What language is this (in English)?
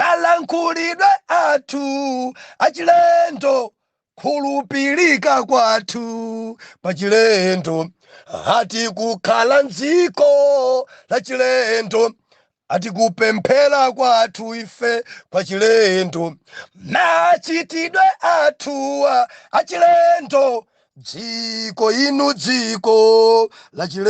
Nyanja